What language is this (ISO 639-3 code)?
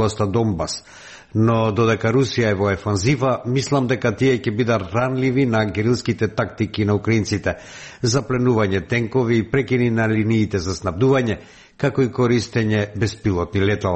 mkd